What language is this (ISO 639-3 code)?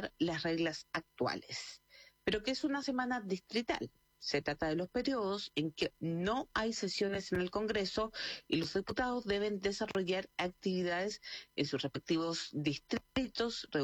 spa